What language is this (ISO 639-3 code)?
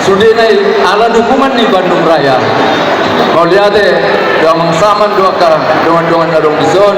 bbc